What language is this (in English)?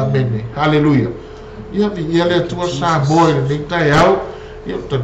Samoan